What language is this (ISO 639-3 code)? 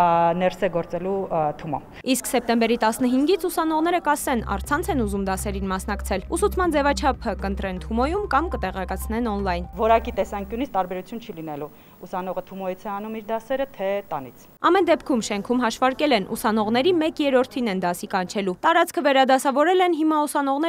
hye